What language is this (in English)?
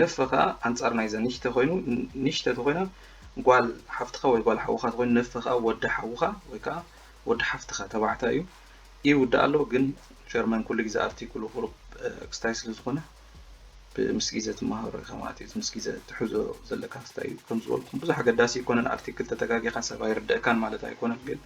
Tigrinya